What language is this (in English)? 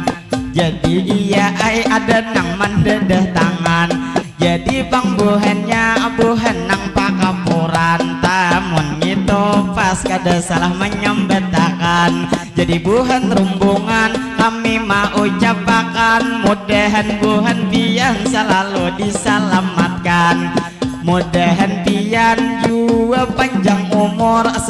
Banjar